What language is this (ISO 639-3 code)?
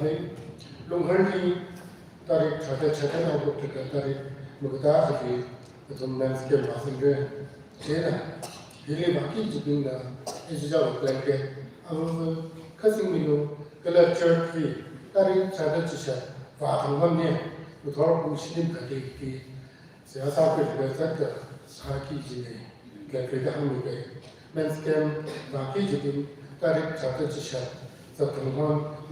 nmf